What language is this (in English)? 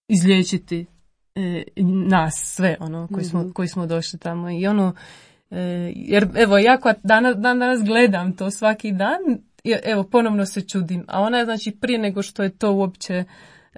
Croatian